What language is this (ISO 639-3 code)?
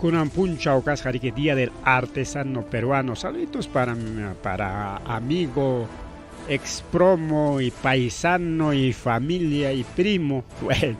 quy